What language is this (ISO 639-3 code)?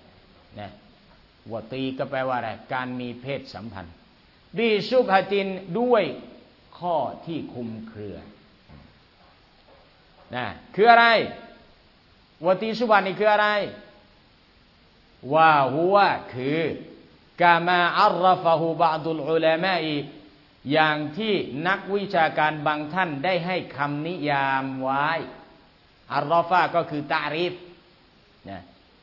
tha